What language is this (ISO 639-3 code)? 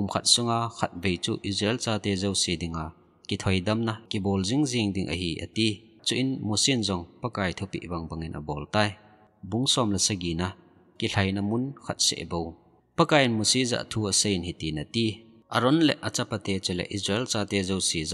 tcz